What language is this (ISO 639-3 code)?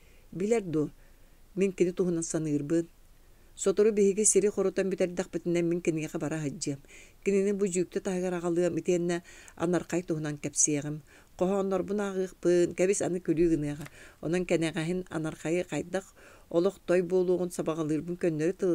sah